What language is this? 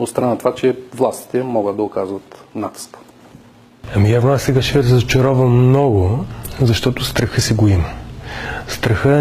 Bulgarian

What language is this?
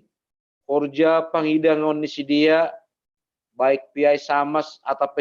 Batak Simalungun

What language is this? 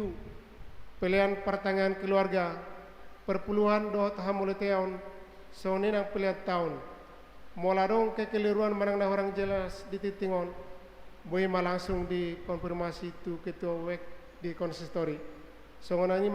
Batak Toba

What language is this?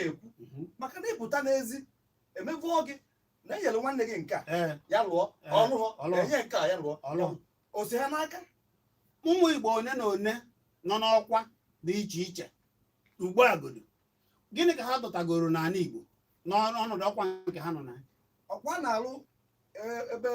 Igbo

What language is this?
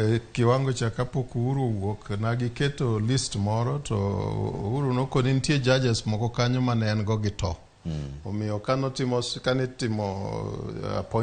Luo (Kenya and Tanzania)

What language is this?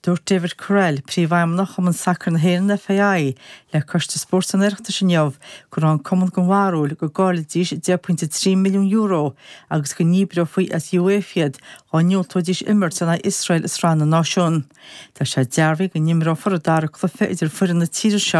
Irish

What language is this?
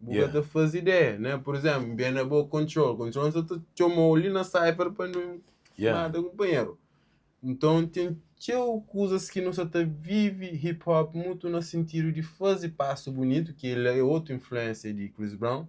Kabuverdianu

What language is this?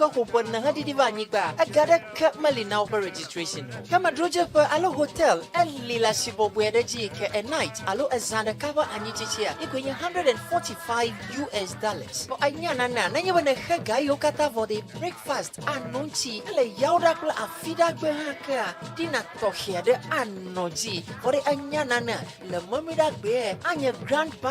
Ewe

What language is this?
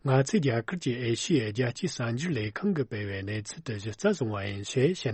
Tibetan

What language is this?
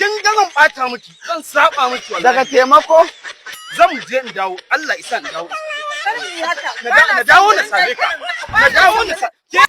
Hausa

